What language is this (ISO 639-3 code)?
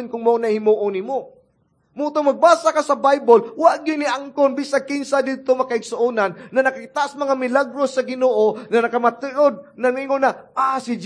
ceb